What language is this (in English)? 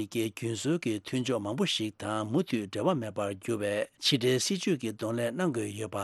Tibetan